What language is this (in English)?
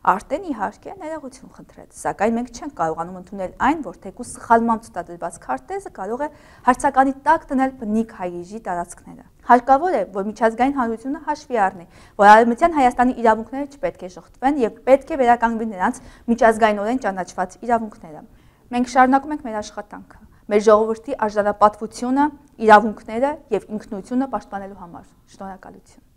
Western Armenian